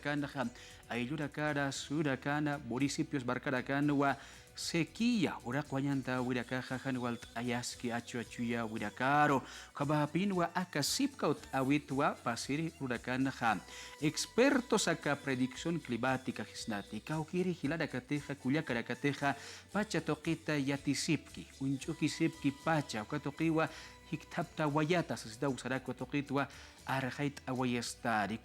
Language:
Aymara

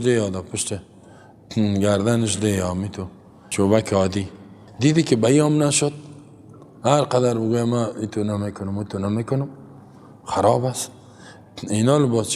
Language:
Persian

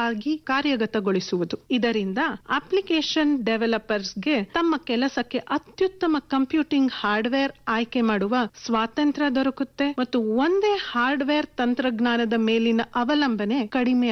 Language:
Kannada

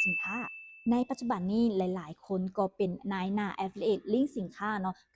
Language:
Lao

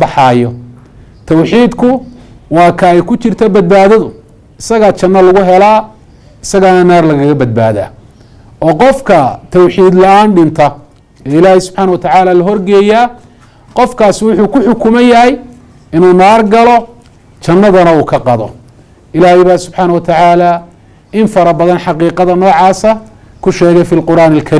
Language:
Somali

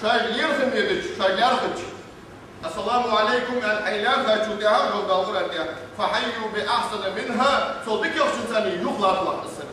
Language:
Ingush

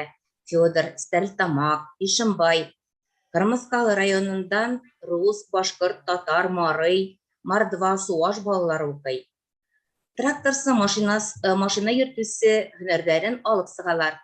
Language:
Bashkir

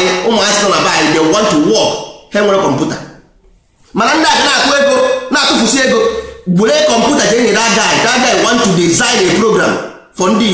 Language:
Igbo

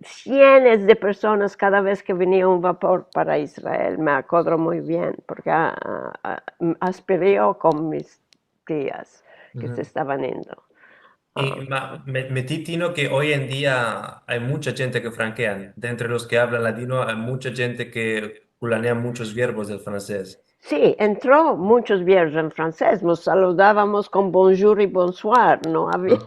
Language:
Ladino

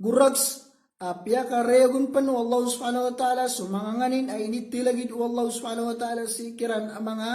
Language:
Maranao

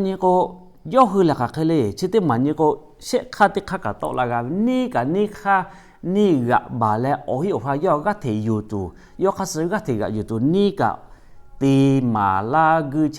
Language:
Lahu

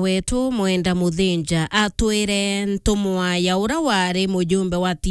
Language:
Meru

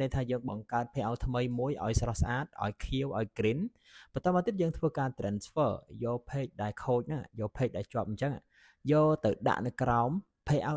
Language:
Khmer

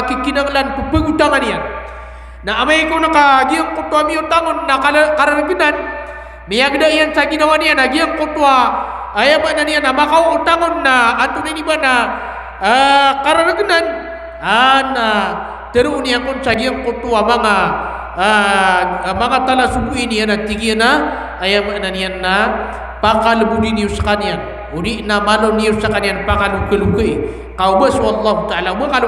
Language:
Maranao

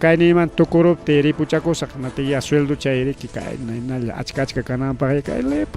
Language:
Ayacucho Quechua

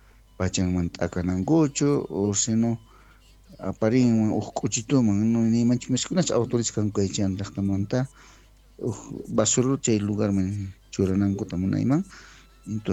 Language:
South Bolivian Quechua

